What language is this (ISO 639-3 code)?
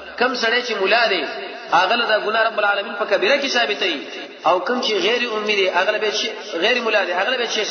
pus